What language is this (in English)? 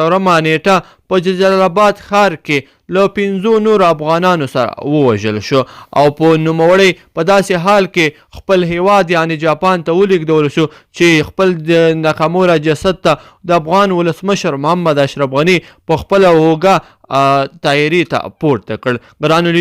Pashto